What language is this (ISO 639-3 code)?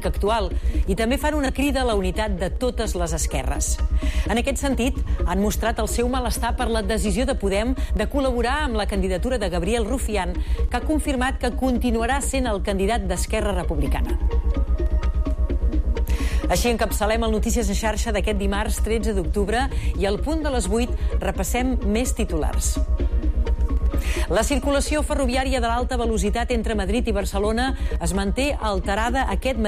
cat